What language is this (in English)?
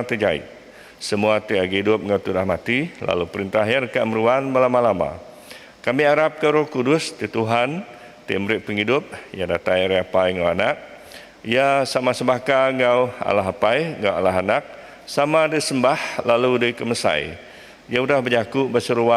Iban